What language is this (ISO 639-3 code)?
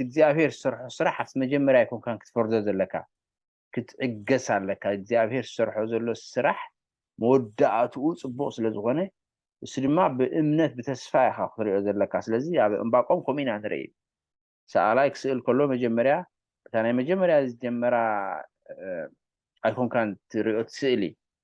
tir